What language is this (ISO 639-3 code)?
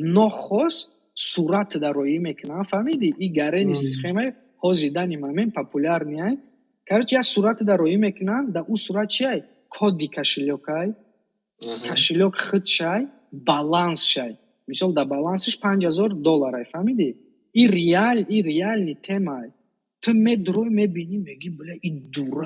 tgk